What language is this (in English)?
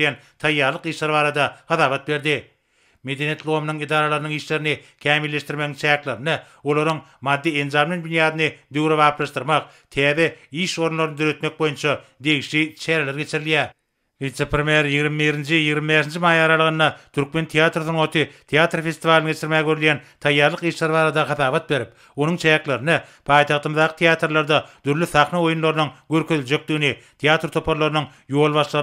Turkmen